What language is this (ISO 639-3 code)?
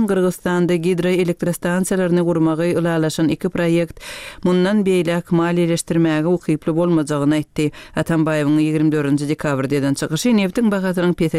tuk